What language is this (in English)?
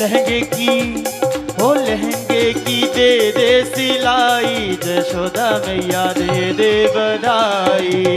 Dogri